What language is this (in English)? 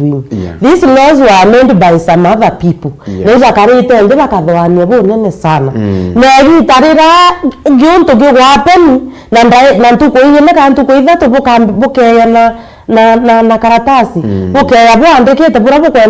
Meru